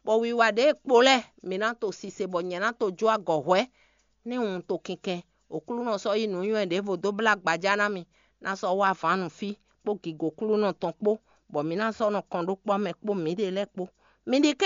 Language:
Fon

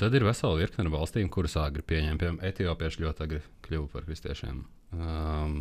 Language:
Latvian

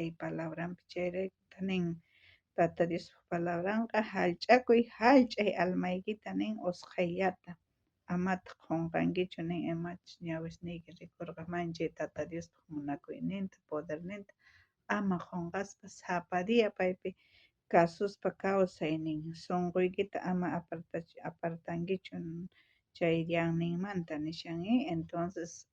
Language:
South Bolivian Quechua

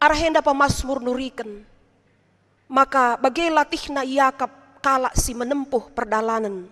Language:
Batak Karo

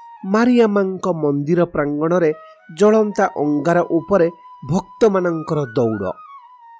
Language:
Odia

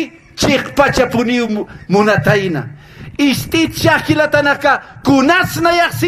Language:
Aymara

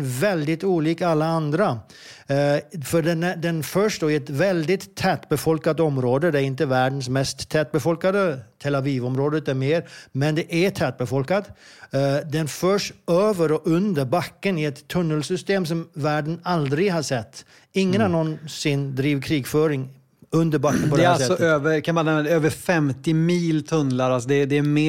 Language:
Swedish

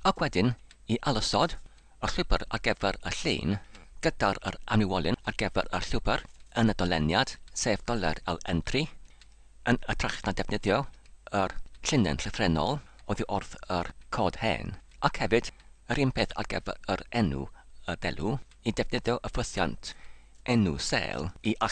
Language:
Welsh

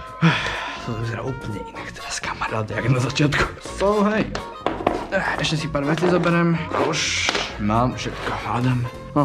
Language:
Slovak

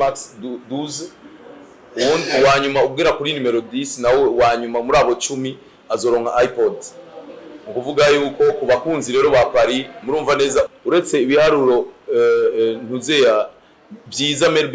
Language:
Rundi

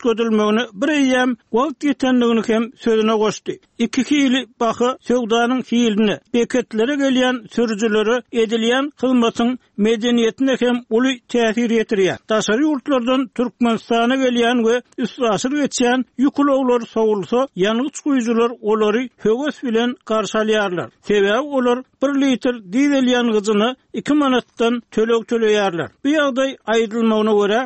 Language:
Turkmen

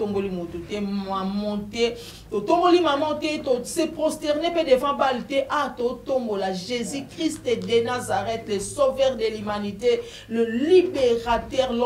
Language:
Lingala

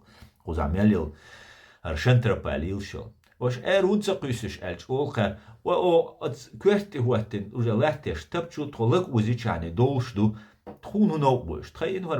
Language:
Chechen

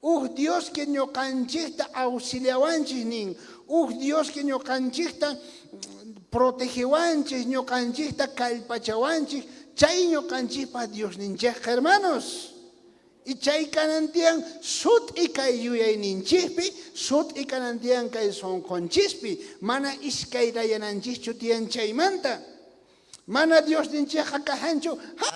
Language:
South Bolivian Quechua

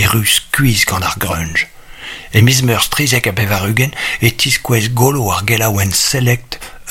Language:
Breton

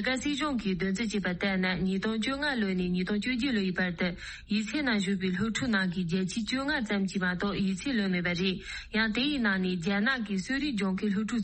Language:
Tibetan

